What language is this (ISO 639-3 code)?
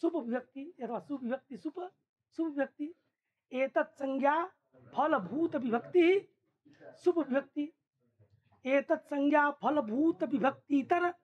san